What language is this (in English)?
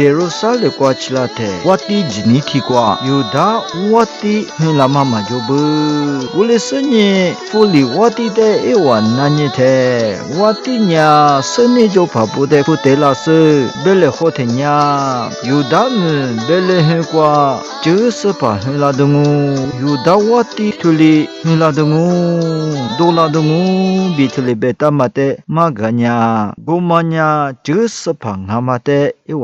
Lisu